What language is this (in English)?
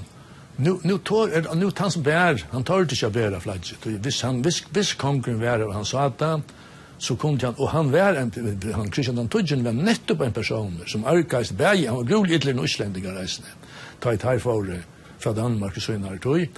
Faroese